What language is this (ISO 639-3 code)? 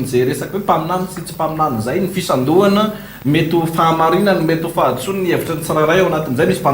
mlg